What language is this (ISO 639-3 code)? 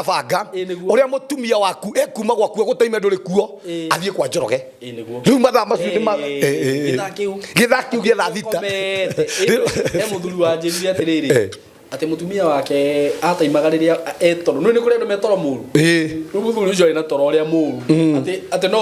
kik